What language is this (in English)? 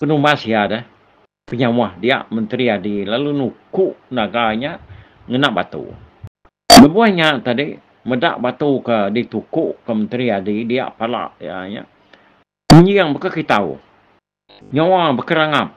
Iban